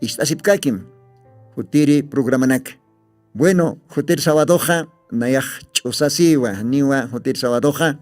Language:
Aymara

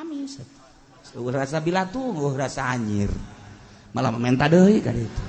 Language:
Sundanese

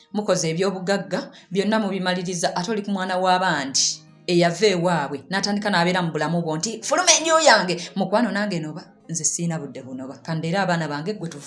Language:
Ganda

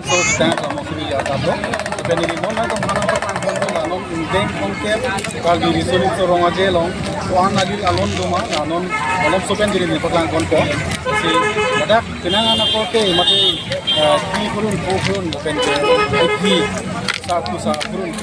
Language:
Karbi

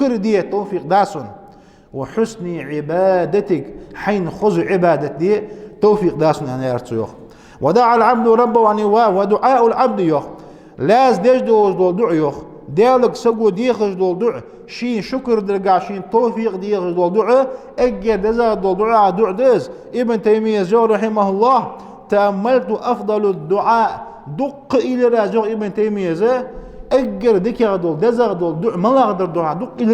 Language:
Ingush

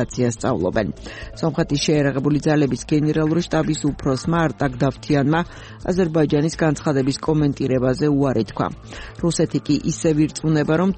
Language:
Georgian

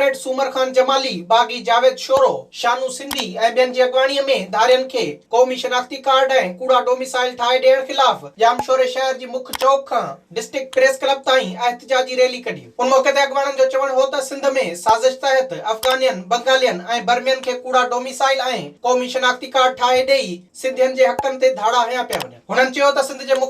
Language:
Sindhi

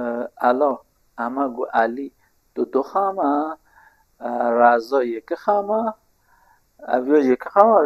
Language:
Kurdish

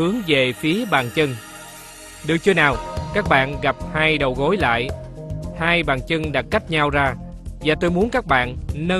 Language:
Vietnamese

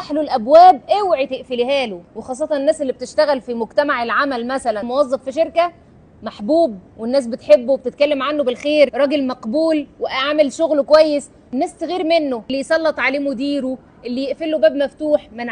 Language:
Egyptian Arabic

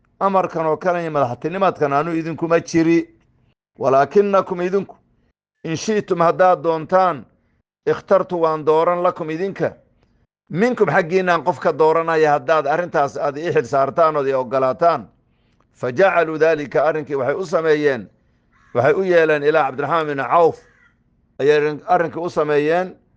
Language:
Somali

